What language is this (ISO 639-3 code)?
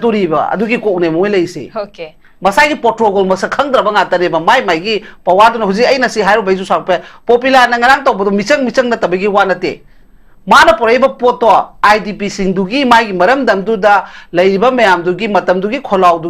mni